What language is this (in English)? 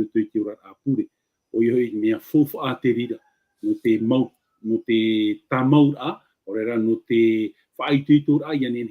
Tahitian